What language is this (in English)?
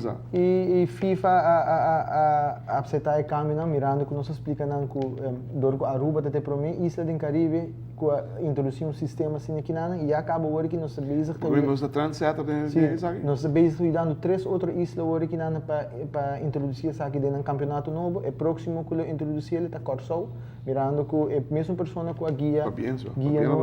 Papiamento